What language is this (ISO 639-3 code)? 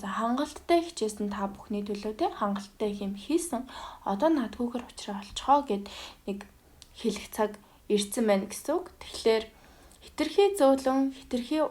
mon